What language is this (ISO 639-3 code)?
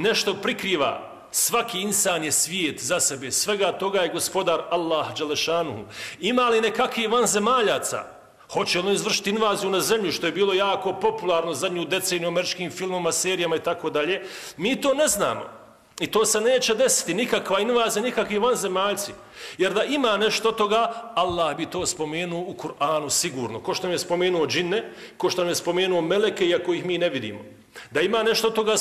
bos